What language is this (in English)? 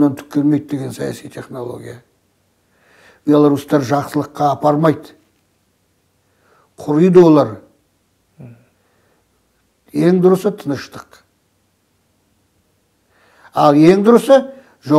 Kazakh